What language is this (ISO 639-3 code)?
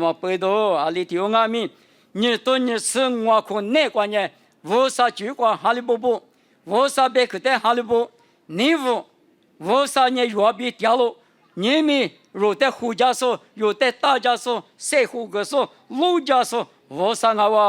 lis